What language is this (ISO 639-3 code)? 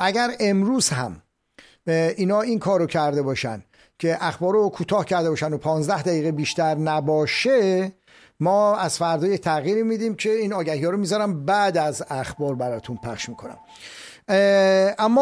fas